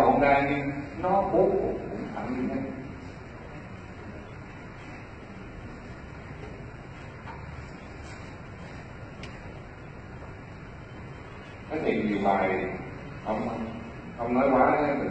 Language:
Vietnamese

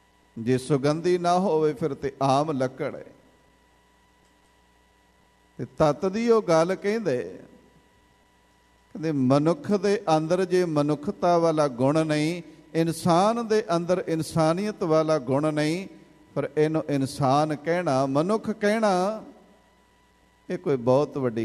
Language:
Punjabi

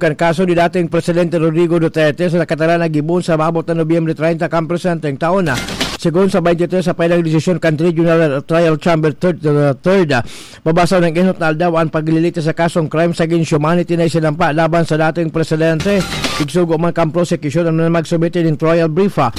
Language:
Bikol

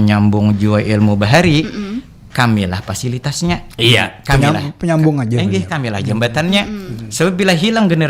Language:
Banjar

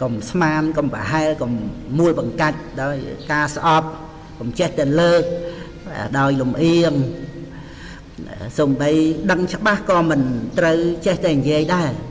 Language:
Khmer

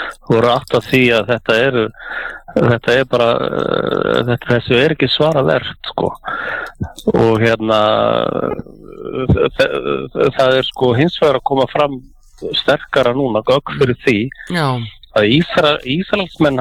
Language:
Icelandic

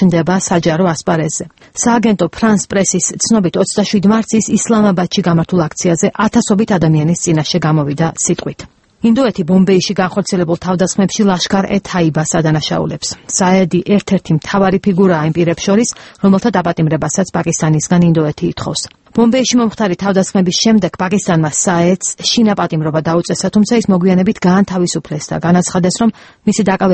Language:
Georgian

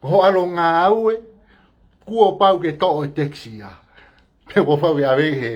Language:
Tongan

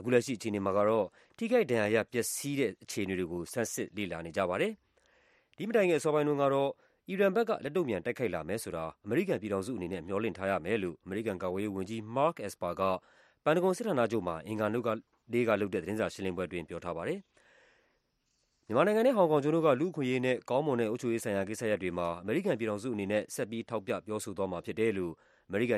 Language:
Burmese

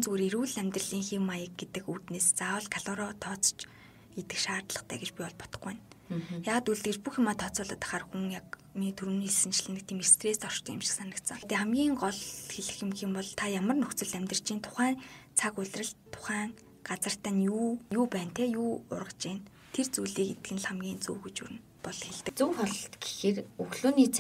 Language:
Mongolian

